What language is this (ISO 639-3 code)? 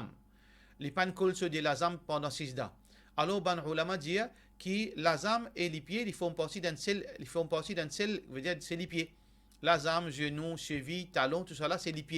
mfe